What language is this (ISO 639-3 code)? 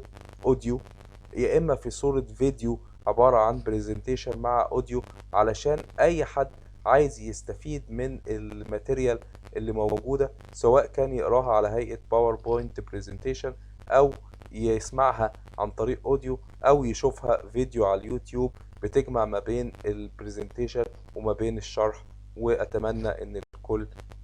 arz